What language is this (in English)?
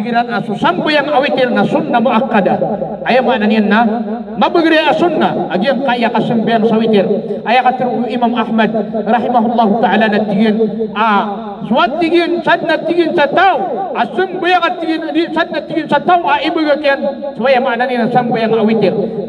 Maranao